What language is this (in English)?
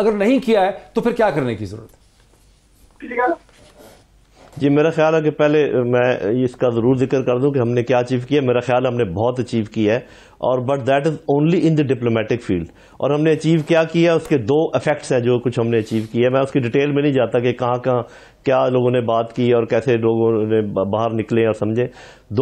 Urdu